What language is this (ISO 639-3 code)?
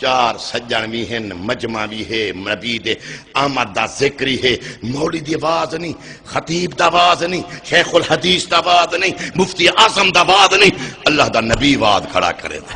skr